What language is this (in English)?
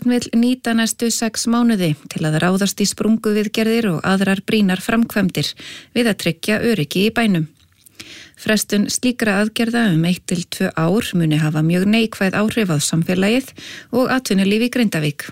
Icelandic